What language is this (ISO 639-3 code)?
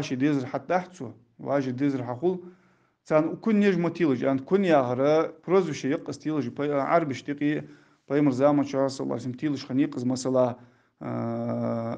inh